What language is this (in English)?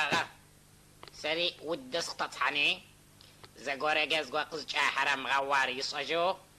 Adyghe